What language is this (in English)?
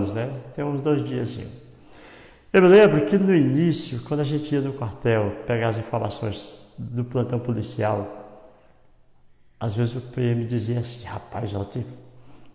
Portuguese